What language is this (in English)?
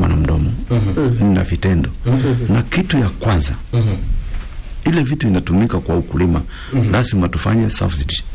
Swahili